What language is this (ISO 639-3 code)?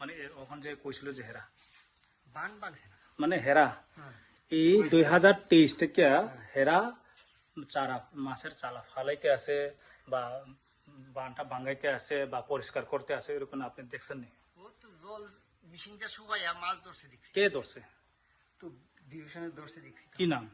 ria